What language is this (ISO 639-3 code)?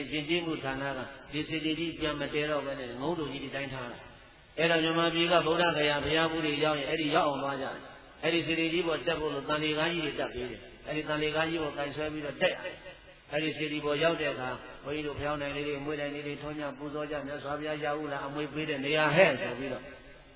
mya